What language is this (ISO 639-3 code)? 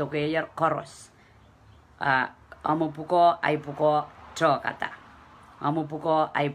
pon